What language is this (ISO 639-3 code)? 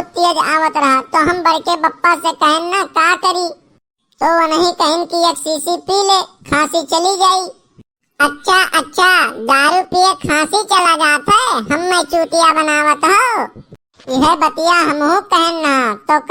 awa